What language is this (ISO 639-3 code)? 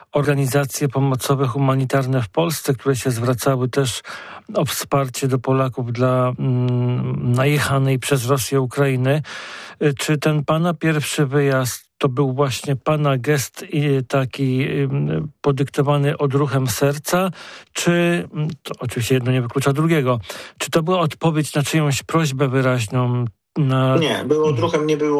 pol